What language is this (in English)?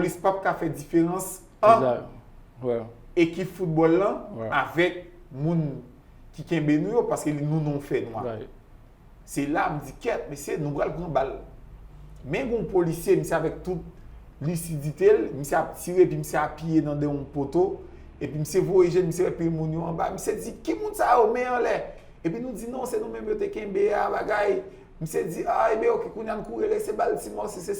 Haitian Creole